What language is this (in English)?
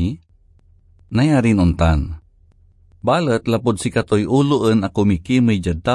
Pangasinan